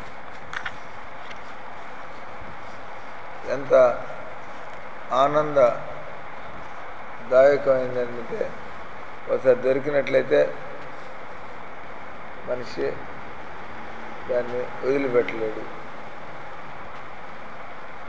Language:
Telugu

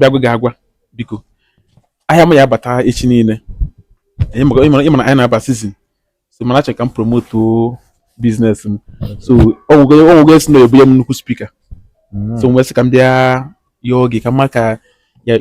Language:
Igbo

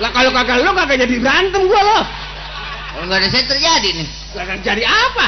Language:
Betawi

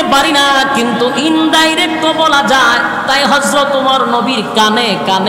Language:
Bangla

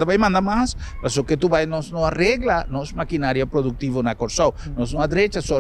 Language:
Papiamento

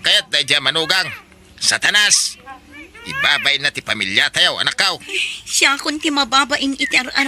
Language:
Iloko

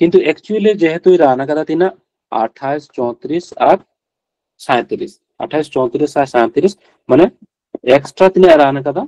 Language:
Santali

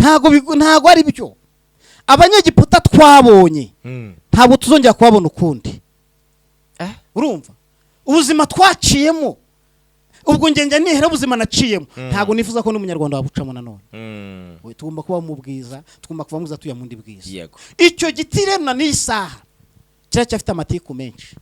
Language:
Kinyarwanda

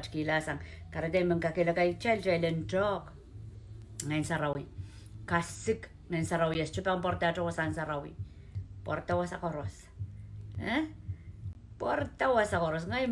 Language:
Pohnpeian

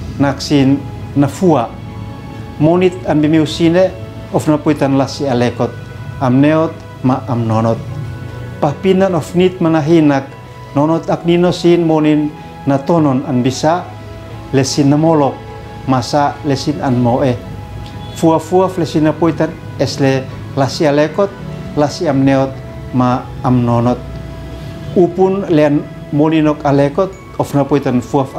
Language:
Uab Meto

